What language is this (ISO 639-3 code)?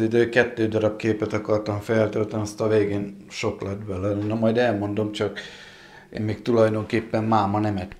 hun